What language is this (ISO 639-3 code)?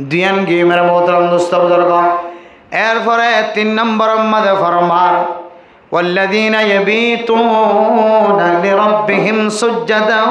rhg